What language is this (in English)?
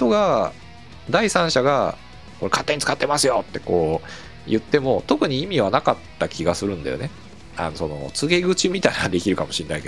Japanese